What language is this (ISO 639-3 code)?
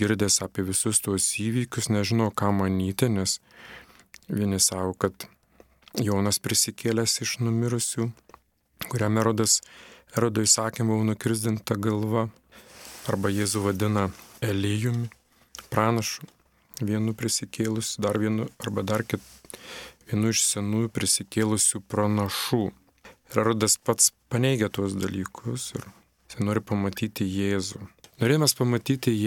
lit